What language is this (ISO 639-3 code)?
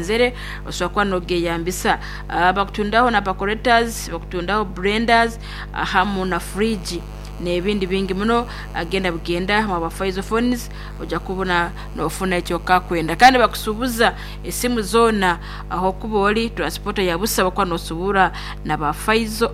nyn